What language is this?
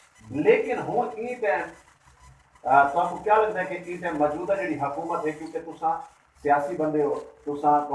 Saraiki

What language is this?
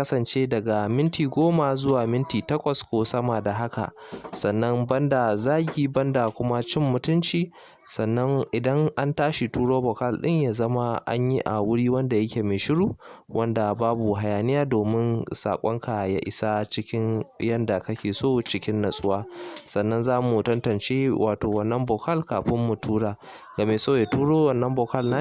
Hausa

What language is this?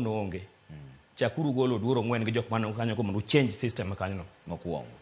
Luo (Kenya and Tanzania)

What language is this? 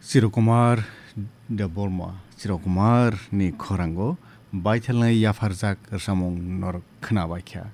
Kok Borok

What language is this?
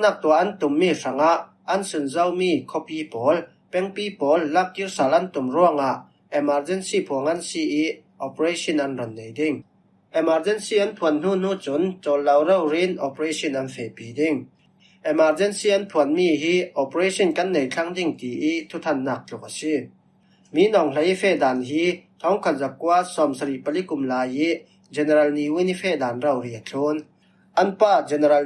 Falam Chin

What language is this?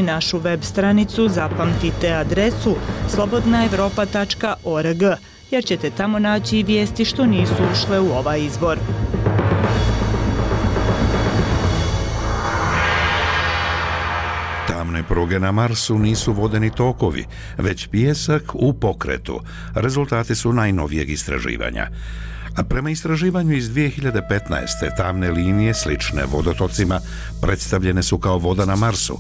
Bosnian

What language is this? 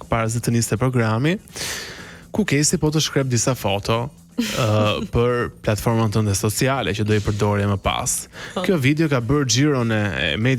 Albanian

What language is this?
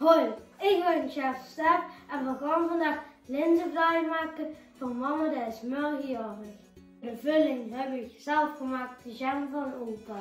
Limburgish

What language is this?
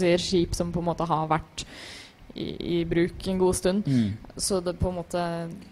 Norwegian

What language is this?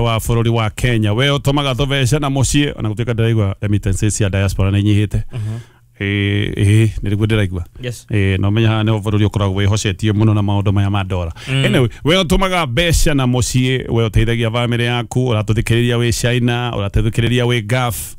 Kikuyu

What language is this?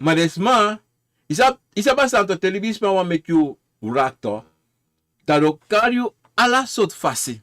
Sranan Tongo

